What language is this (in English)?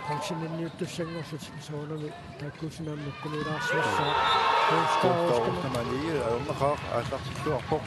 Kalaallisut